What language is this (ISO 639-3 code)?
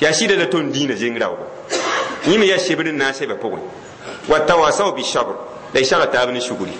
mos